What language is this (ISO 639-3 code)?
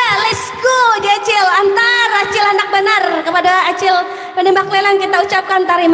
bjn